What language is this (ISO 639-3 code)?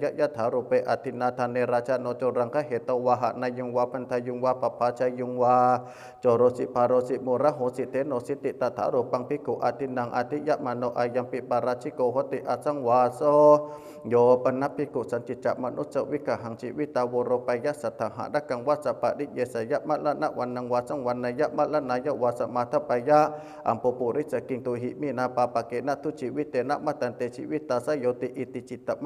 pli